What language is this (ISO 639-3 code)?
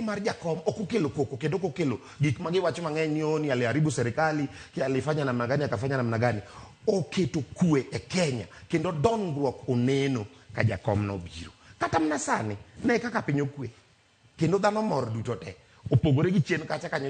luo